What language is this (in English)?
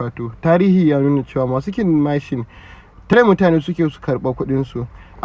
Hausa